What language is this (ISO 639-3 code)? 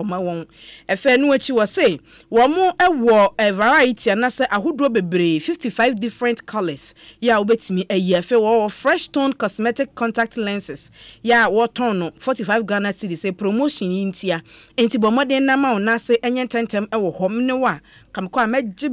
aka